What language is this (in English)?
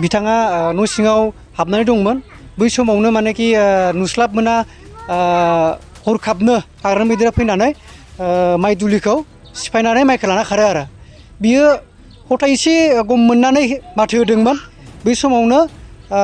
Bodo